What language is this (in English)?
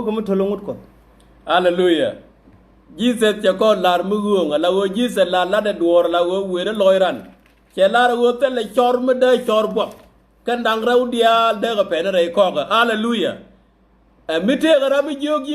Nuer